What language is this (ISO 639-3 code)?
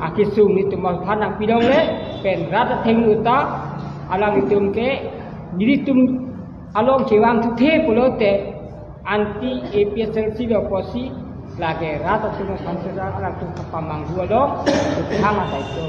mjw